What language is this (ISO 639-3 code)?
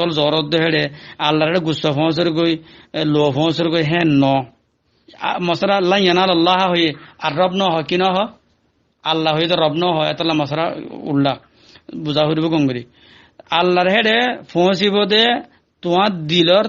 rhg